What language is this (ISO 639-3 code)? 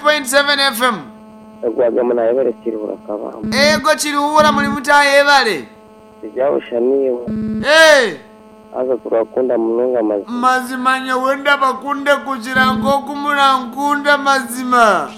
nyn